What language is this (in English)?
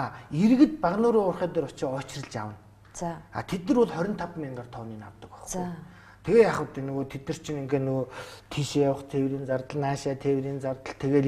Mongolian